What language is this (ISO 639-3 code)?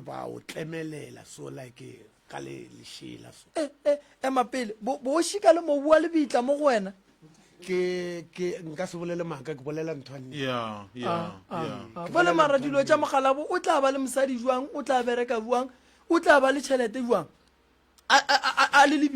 nso